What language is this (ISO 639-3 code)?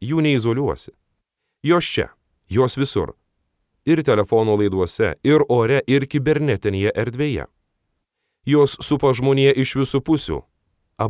lit